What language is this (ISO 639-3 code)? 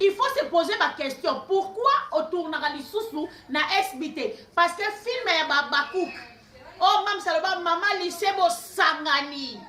lin